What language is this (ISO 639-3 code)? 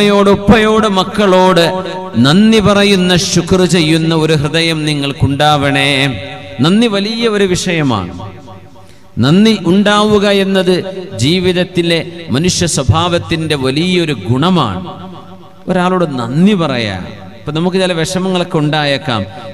mal